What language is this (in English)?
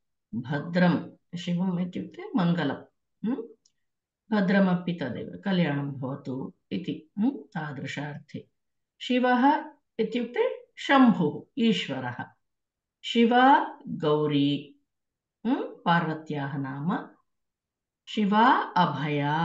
Sanskrit